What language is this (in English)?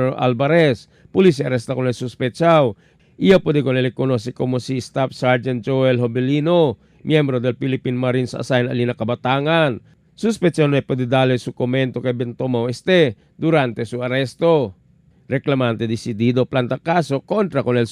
Chavacano